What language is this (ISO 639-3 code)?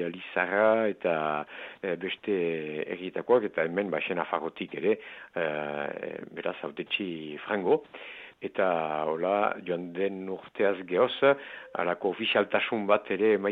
eus